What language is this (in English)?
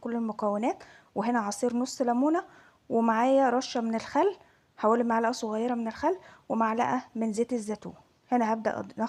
Egyptian Arabic